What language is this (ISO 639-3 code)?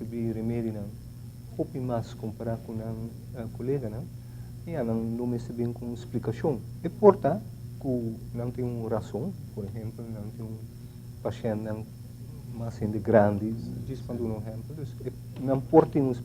pap